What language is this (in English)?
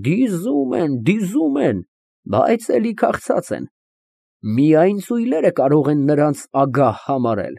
Armenian